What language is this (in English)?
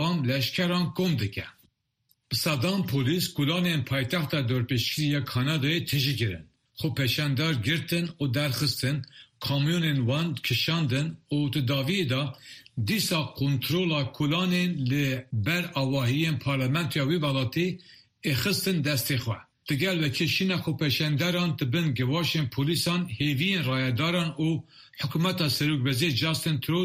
Kurdish